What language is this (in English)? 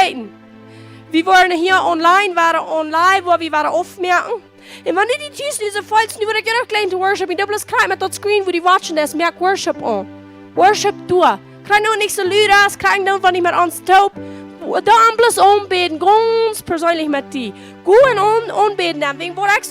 Plautdietsch